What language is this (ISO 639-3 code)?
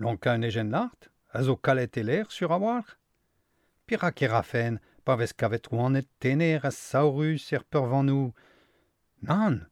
bre